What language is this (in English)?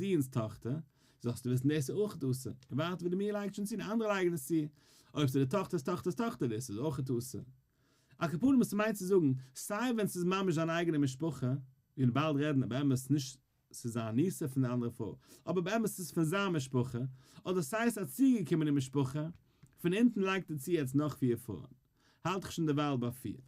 Yiddish